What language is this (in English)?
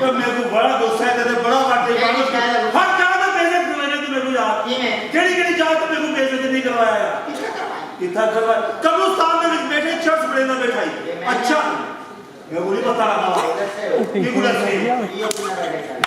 Saraiki